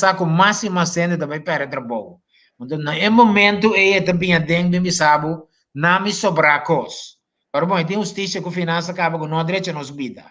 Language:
Papiamento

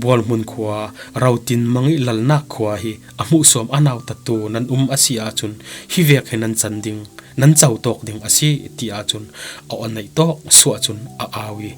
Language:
Falam Chin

